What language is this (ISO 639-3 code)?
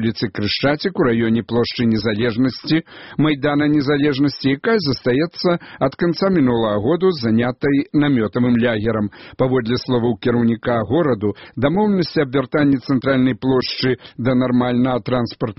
bel